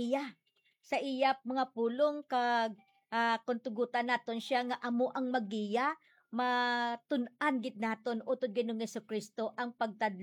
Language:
Hiligaynon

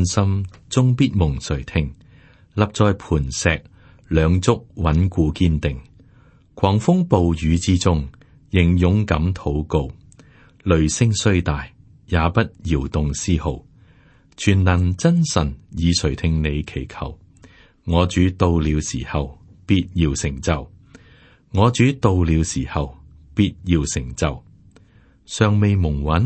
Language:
Cantonese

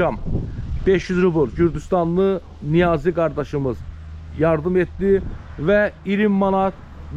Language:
Azerbaijani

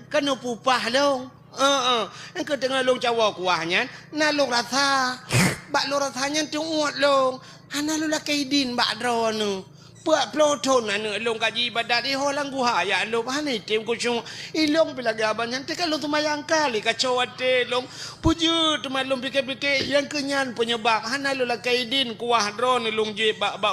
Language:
Achinese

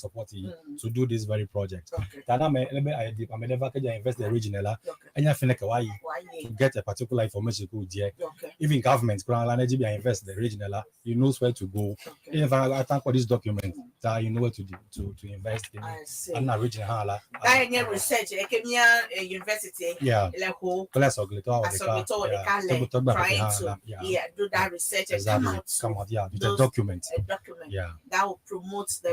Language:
Ewe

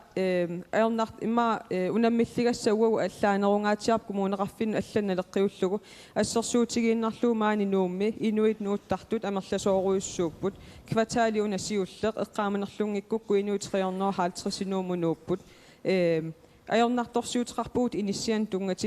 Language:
Kalaallisut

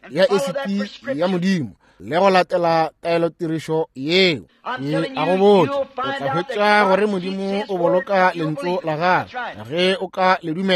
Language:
Northern Sotho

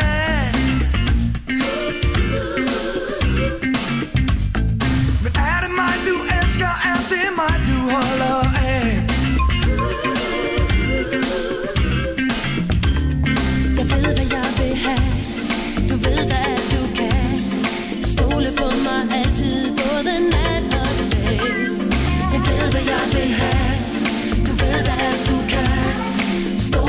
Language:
Danish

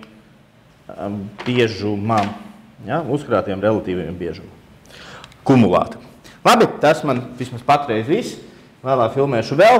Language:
Latvian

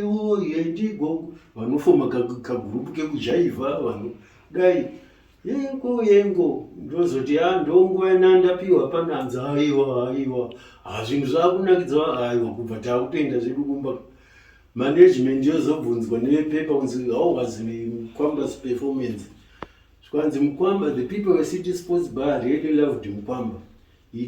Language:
Shona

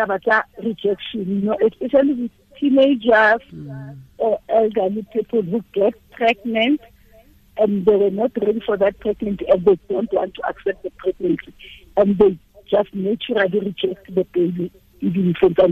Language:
Tswana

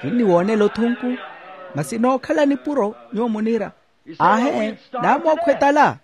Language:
Makhuwa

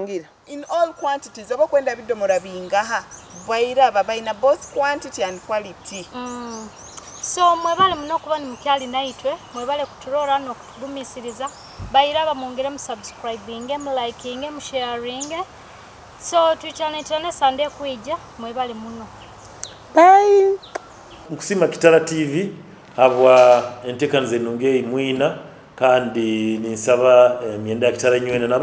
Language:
Nyoro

